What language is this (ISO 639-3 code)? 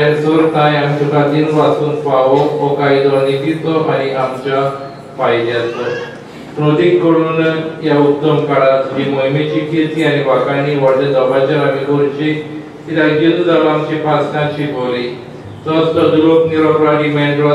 kok